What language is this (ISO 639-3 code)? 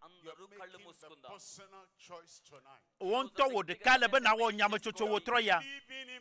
ewe